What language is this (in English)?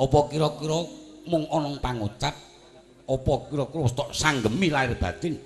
Javanese